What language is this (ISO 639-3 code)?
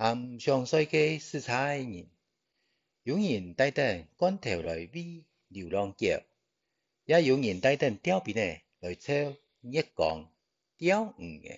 hak